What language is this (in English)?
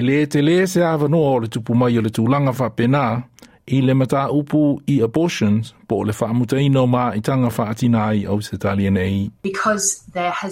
Samoan